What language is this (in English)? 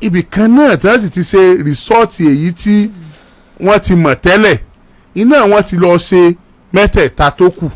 Yoruba